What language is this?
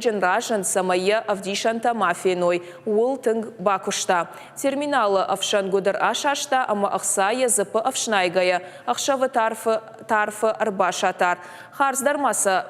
Ossetic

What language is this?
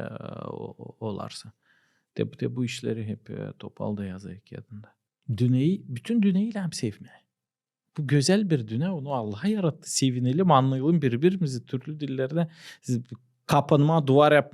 Gagauz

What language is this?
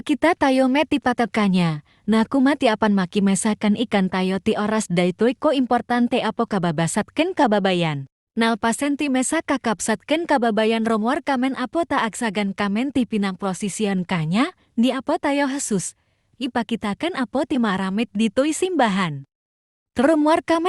Iloko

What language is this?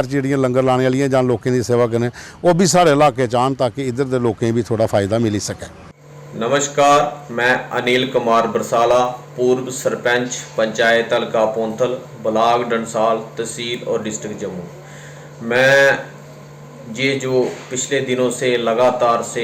Dogri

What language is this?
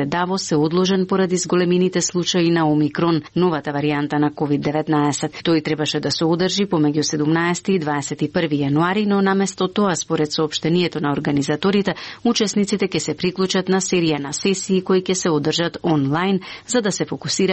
Macedonian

